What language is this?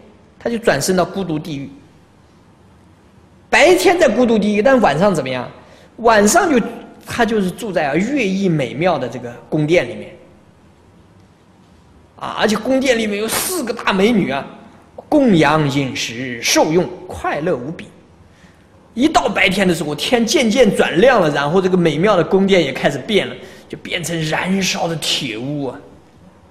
Chinese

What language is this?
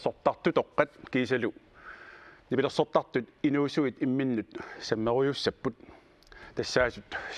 Kalaallisut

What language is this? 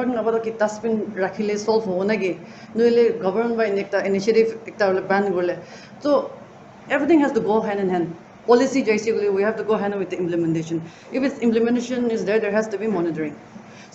Naga Pidgin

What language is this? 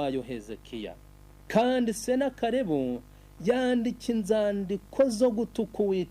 Kinyarwanda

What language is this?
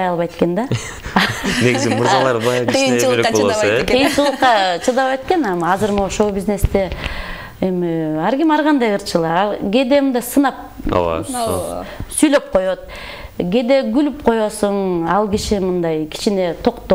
Kyrgyz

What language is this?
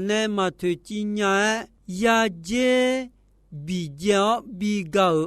Akha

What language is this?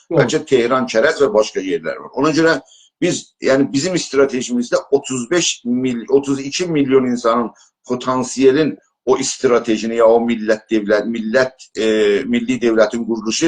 South Azerbaijani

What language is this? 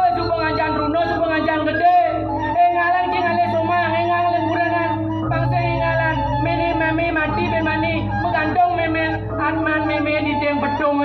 Balinese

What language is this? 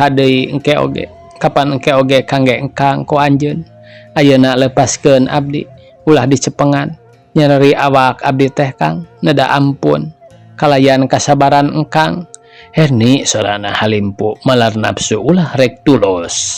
Sundanese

